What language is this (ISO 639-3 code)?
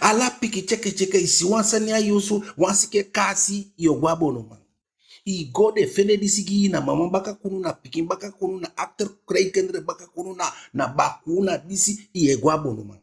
djk